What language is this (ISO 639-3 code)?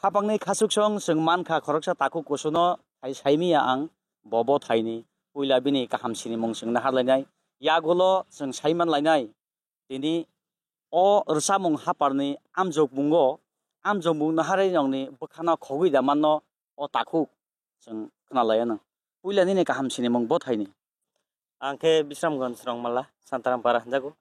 trp